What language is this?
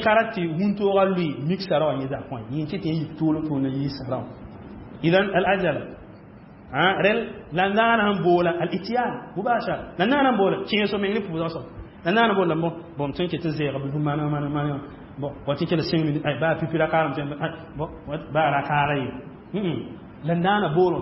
Mossi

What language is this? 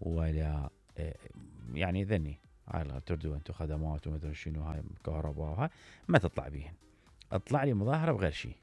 Mesopotamian Arabic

